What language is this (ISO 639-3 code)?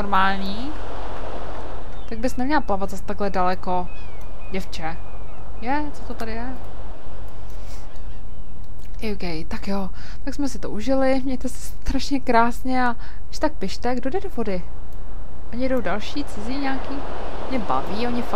ces